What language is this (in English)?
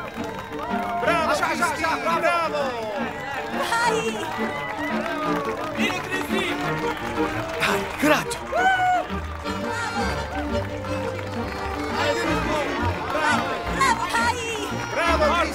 Italian